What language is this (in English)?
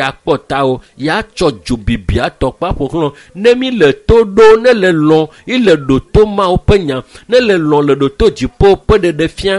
Ewe